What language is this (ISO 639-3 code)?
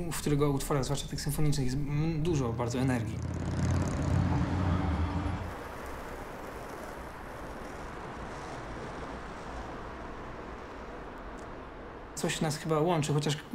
pol